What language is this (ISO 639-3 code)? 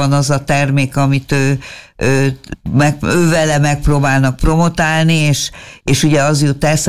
hun